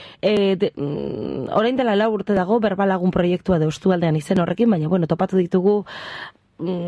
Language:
Basque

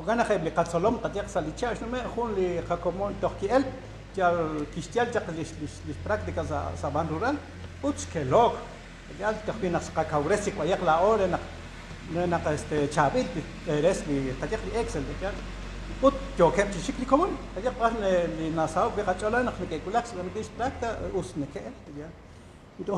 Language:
Kekchí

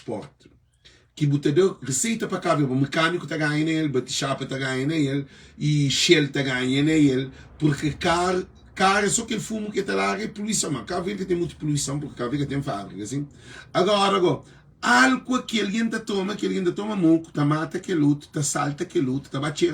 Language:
Kabuverdianu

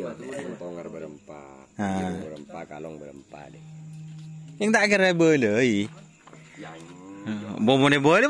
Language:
Madurese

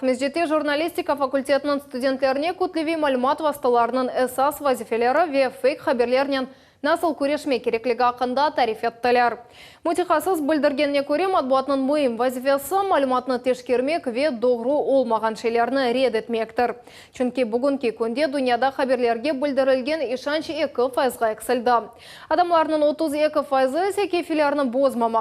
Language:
Crimean Tatar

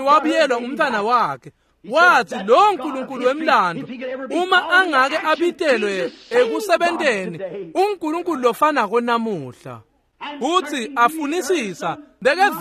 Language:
Swati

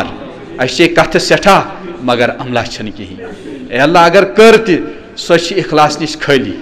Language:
Kashmiri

